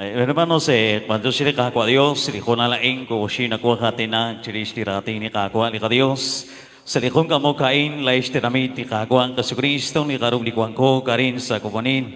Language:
Kekchí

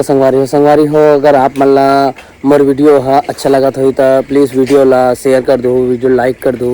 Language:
Chhattisgarhi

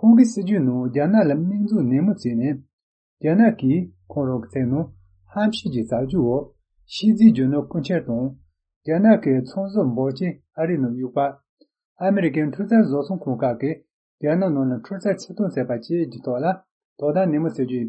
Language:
Tibetan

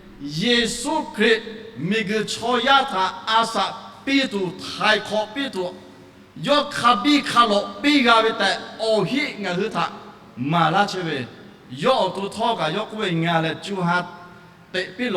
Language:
Lahu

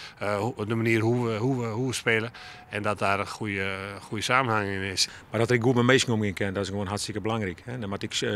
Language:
Western Frisian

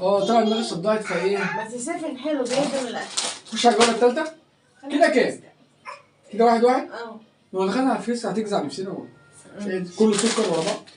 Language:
Egyptian Arabic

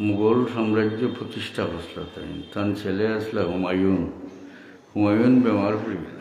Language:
Sylheti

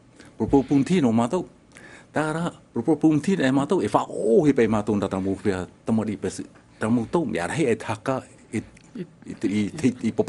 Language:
Tahitian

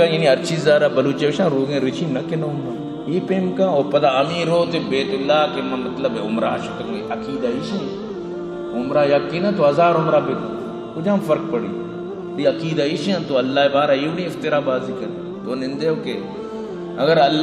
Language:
Baluchi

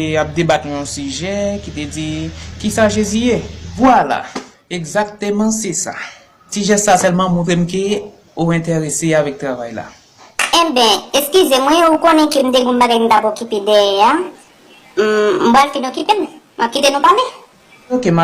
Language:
Haitian Creole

